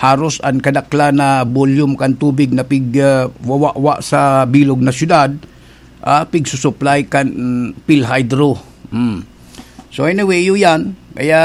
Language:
Bikol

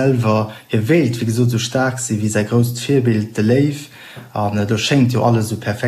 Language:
Luxembourgish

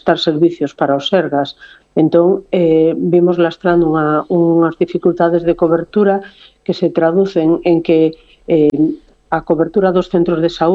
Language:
Galician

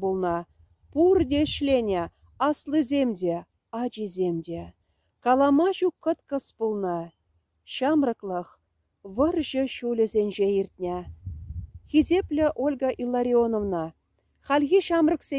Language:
Chuvash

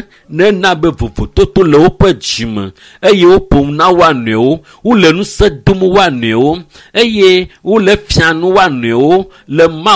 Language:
Ewe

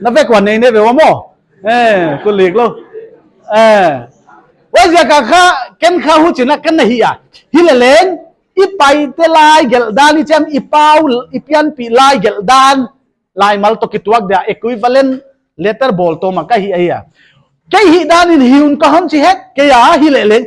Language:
Paite Chin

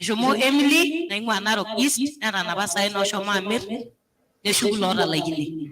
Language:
Masai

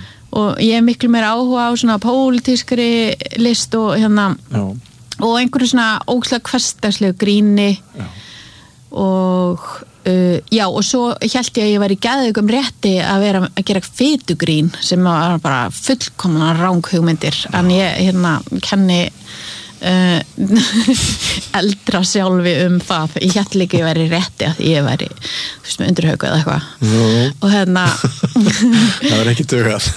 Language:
Icelandic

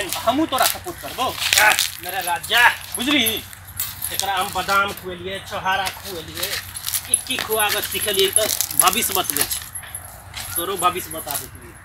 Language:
Maithili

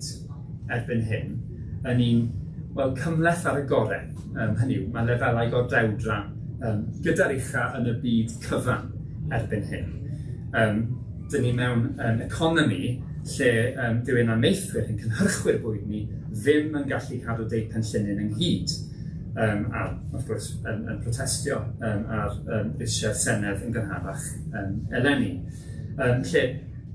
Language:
Welsh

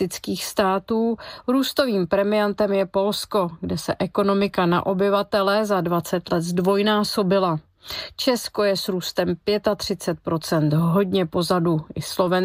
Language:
Czech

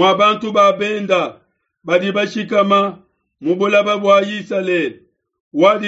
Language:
Luba-Lulua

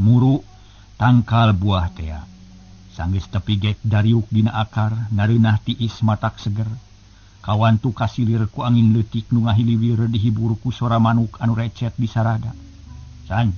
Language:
Sundanese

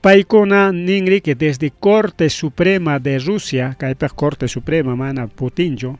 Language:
Ayacucho Quechua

